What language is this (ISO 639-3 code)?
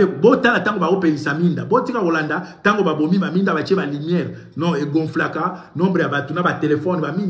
lin